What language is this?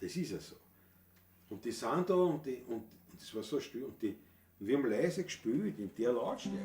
Bavarian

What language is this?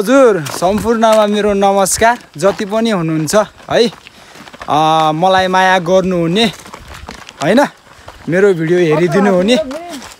Nepali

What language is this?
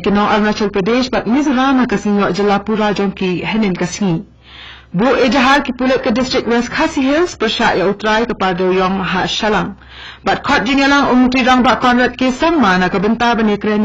Khasi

